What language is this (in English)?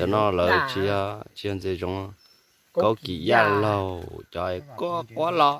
Hmong